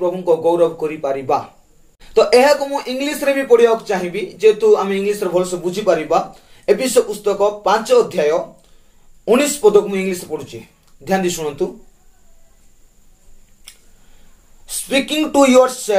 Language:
Odia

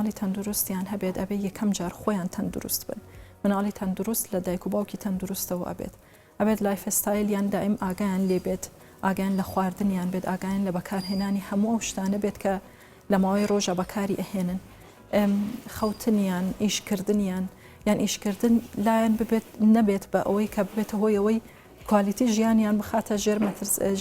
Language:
Central Kurdish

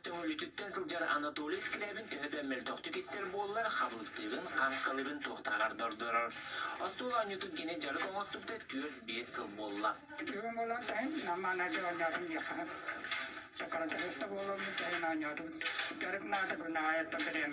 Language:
Yakut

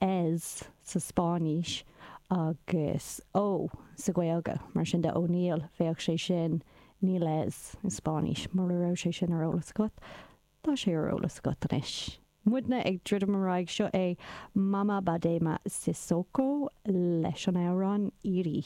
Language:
Irish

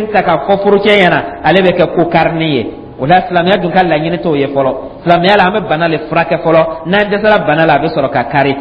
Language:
Dyula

